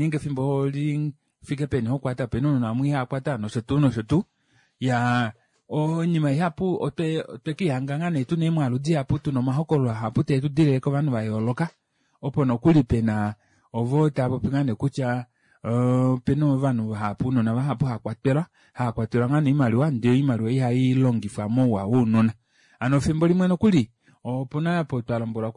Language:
Kuanyama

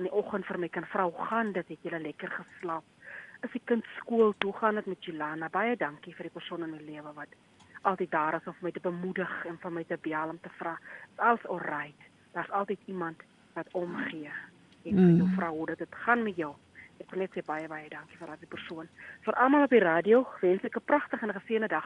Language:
Afrikaans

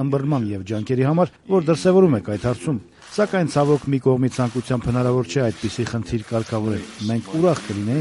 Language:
Armenian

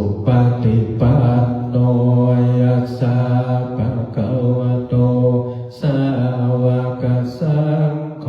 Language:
Pali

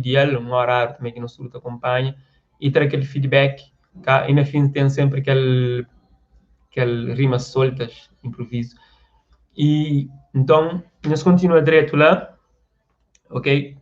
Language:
Kabuverdianu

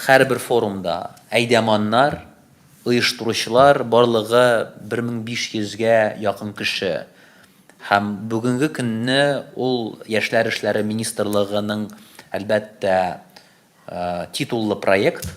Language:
Tatar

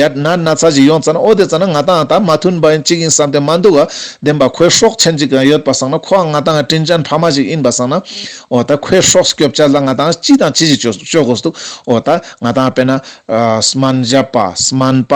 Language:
Ladakhi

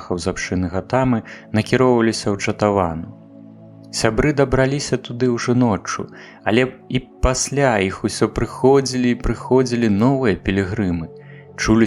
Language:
Belarusian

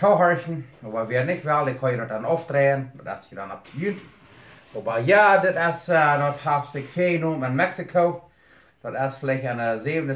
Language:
Plautdietsch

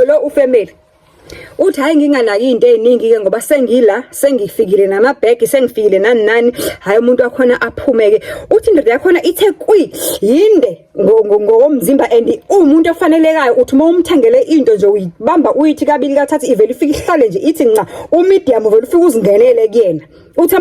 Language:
Zulu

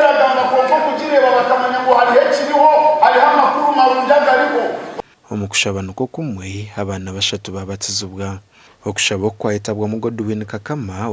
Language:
Nyankole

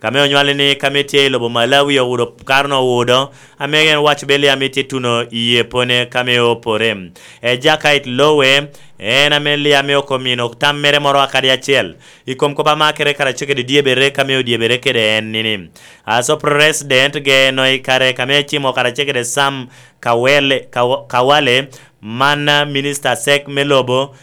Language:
Lango (Uganda)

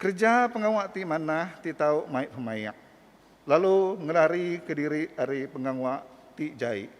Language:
Iban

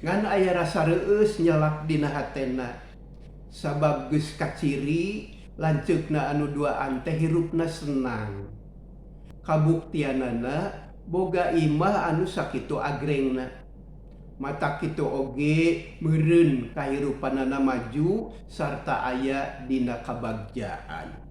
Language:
Sundanese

